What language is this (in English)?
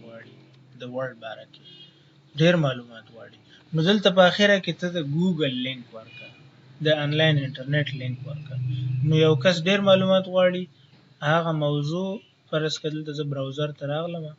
Pashto